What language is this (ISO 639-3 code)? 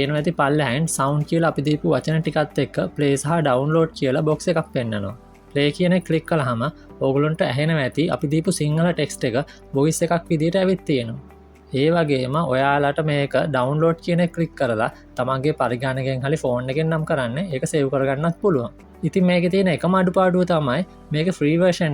sin